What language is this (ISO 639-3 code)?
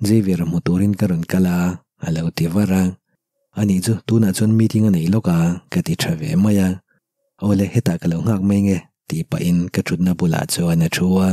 lus